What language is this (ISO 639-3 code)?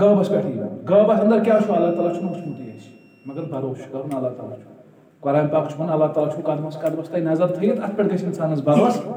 kas